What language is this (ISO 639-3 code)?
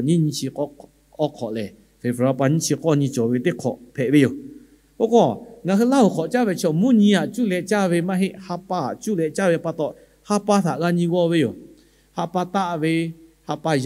lhu